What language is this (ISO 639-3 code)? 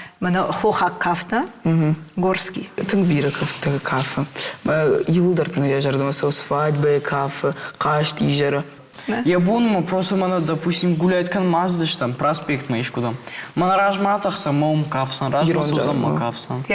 oss